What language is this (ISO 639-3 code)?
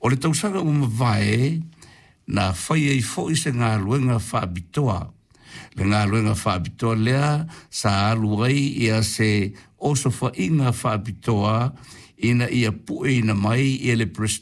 smo